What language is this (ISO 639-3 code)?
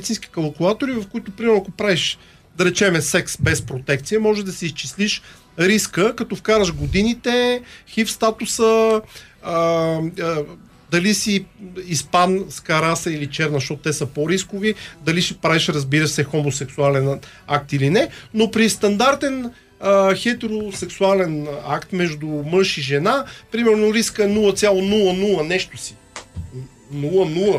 bul